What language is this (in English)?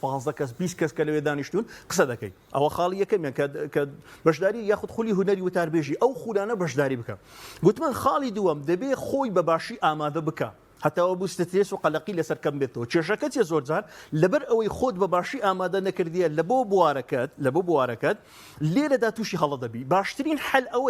Central Kurdish